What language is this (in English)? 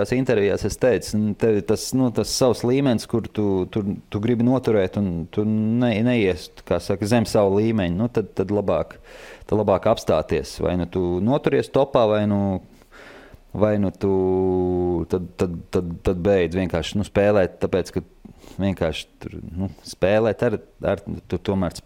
Latvian